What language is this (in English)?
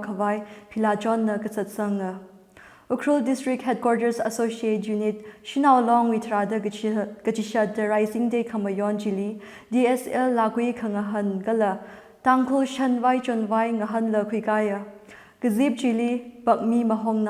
Tangkhul Naga (India)